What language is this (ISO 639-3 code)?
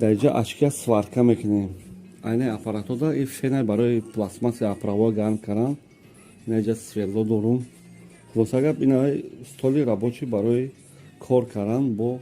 tgk